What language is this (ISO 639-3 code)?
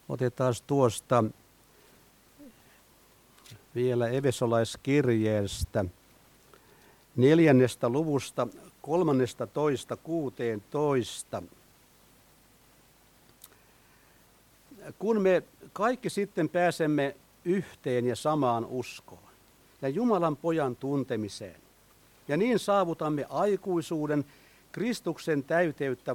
fin